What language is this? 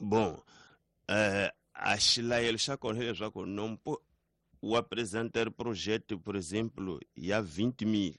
Tsonga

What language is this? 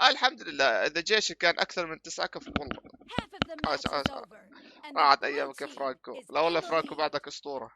North Levantine Arabic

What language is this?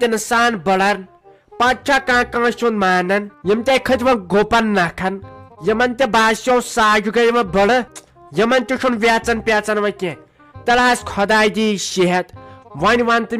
Kashmiri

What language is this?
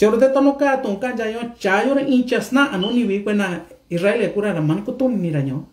Mixtepec Mixtec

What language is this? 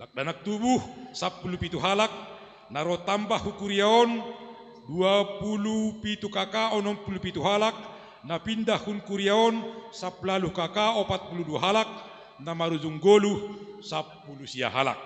Batak Simalungun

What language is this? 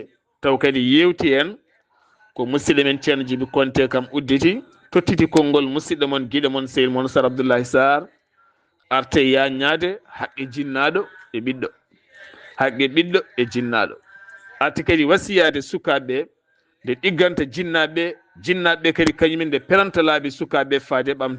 Fula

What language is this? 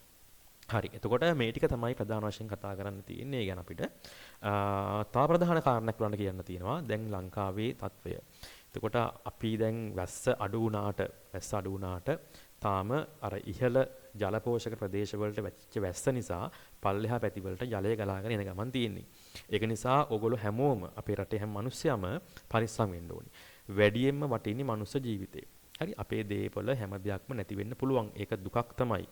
Sinhala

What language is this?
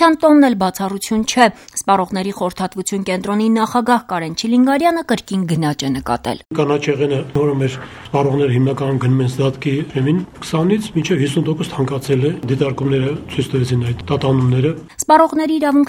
Armenian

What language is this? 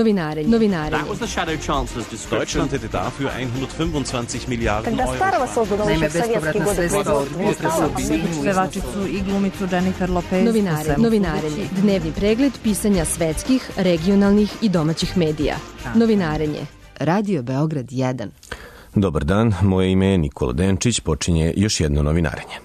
Serbian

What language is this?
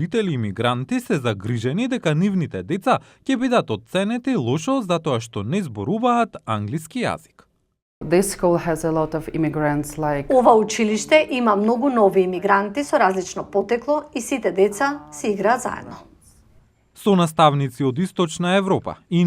Macedonian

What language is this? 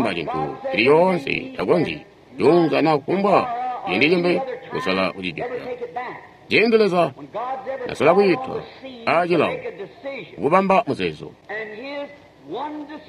Tonga (Zambia)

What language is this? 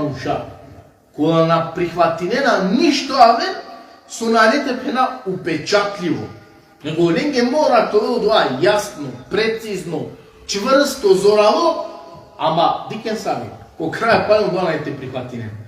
Balkan Romani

